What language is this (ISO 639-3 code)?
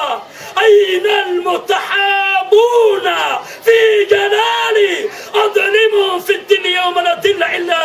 mrw